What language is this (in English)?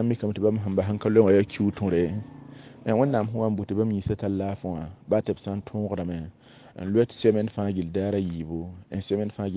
Mossi